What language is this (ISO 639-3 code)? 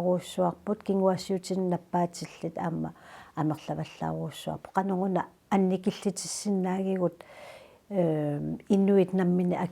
kal